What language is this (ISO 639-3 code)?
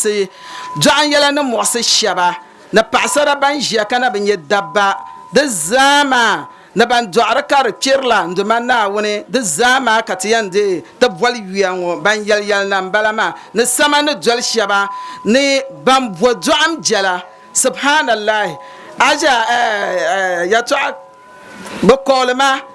dag